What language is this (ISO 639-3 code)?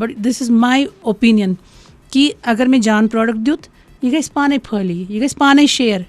kas